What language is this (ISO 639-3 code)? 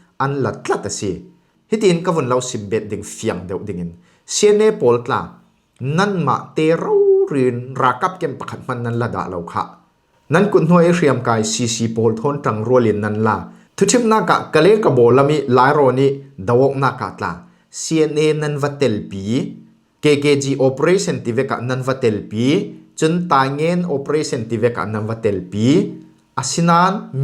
cfm